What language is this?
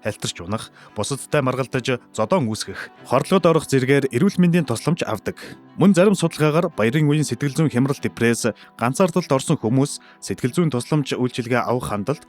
Mongolian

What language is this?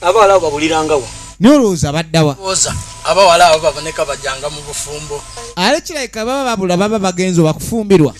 Soga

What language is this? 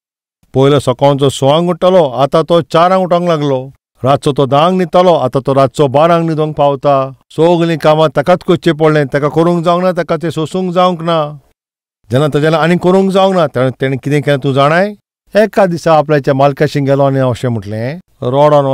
Konkani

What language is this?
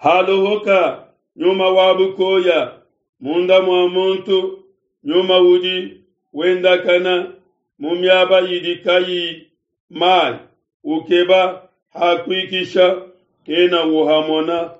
Luba-Lulua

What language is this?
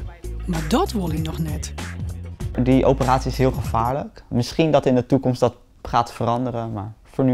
Western Frisian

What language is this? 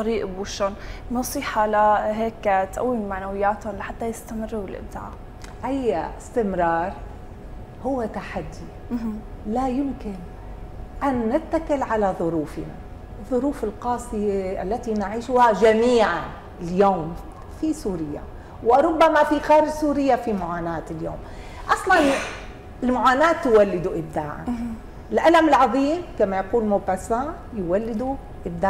North Levantine Arabic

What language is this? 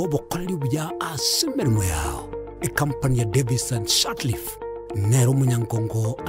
Gusii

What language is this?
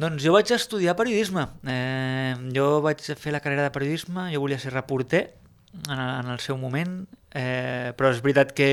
Catalan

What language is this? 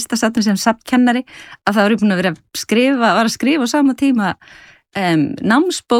Icelandic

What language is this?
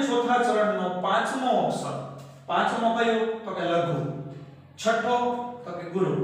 Gujarati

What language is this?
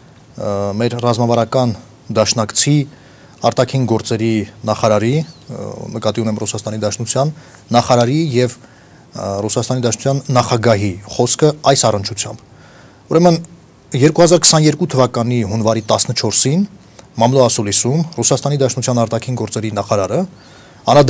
Armenian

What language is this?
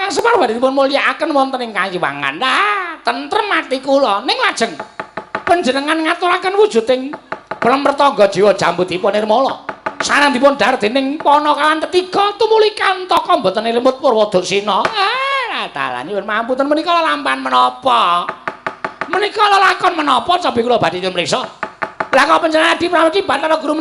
Javanese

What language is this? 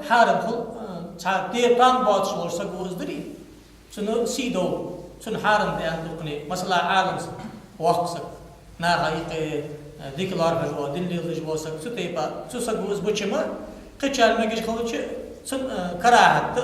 Ingush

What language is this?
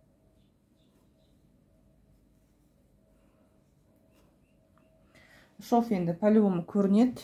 Kazakh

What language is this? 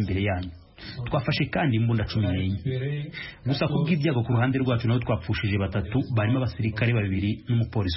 Kinyarwanda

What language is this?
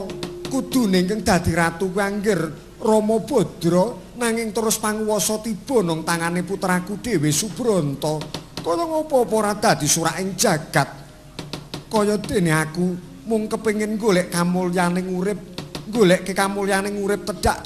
Javanese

